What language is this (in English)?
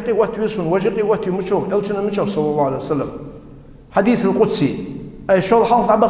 Ingush